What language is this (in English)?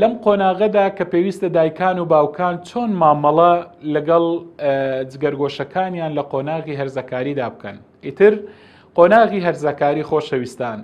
Central Kurdish